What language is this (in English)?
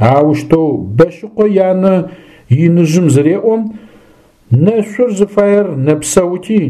Adyghe